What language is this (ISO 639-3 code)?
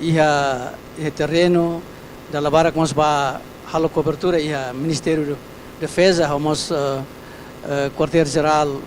tet